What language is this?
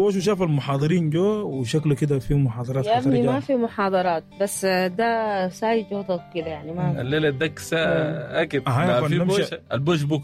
Sudanese Arabic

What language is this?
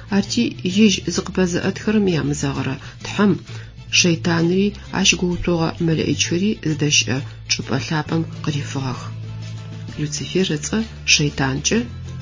Adyghe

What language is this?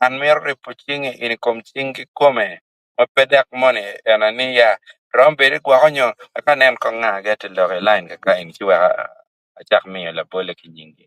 Acoli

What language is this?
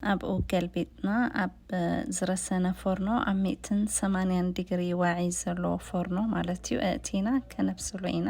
Tigrinya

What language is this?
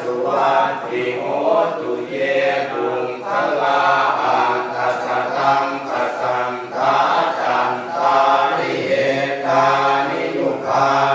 Pali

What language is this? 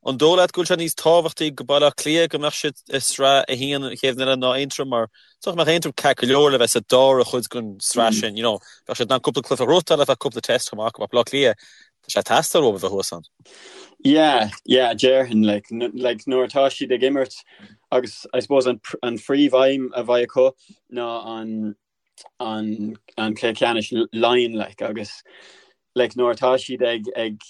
Irish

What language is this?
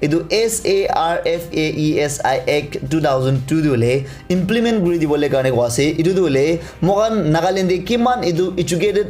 Naga Pidgin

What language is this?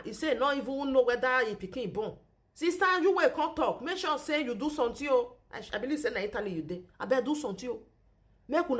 Nigerian Pidgin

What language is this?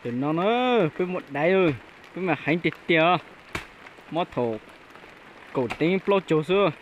Hmong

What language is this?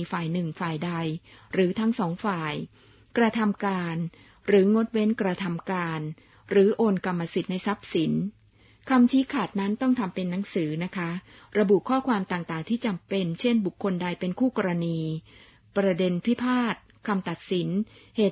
Thai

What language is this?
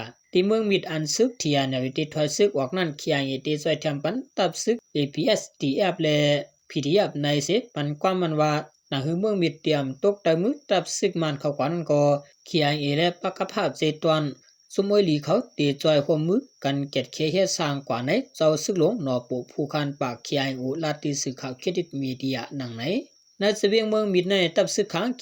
Shan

